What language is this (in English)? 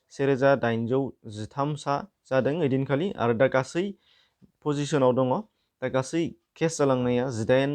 Bodo